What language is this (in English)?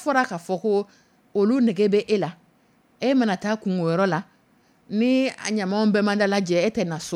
Dyula